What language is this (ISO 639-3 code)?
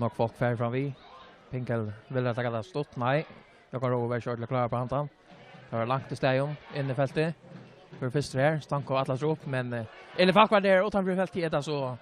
fao